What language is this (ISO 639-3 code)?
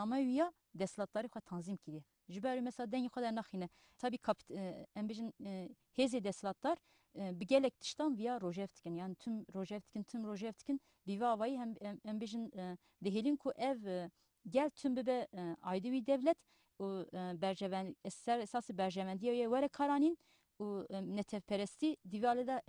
kur